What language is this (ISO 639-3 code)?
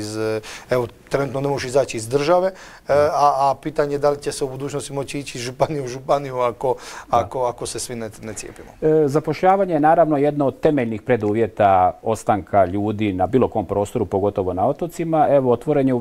hrv